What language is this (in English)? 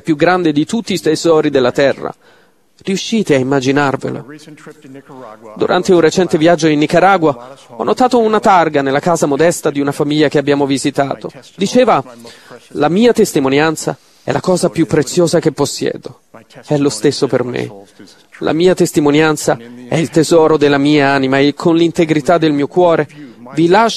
Italian